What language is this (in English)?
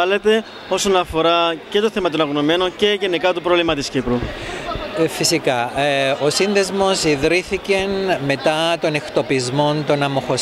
Greek